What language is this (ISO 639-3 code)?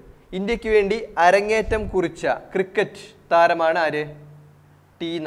mal